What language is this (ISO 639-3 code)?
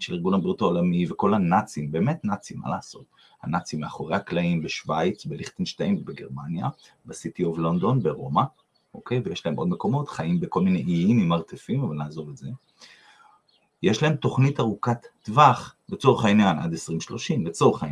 heb